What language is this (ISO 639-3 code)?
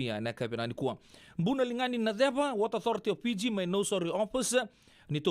fij